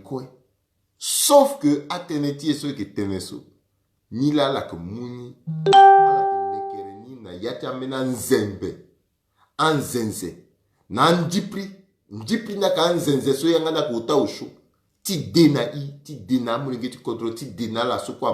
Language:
Sango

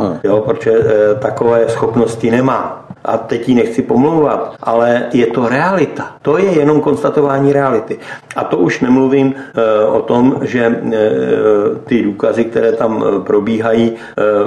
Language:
Czech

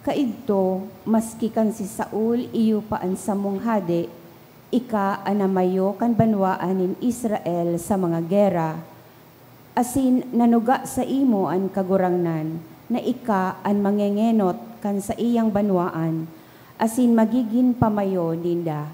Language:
Bikol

